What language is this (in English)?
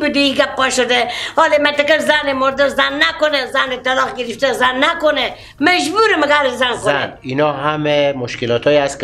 Persian